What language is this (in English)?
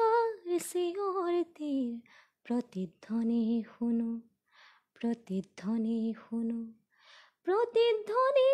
Assamese